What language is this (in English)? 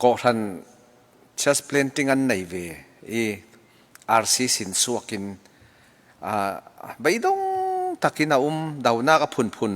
Falam Chin